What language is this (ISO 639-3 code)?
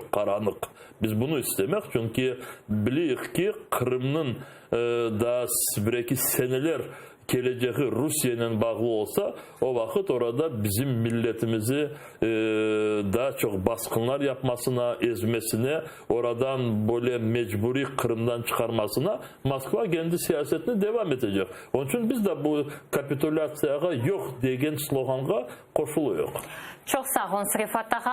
crh